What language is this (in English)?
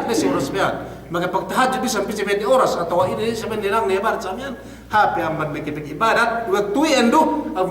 Yakan